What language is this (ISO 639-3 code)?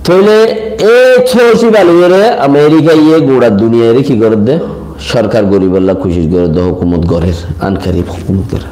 rhg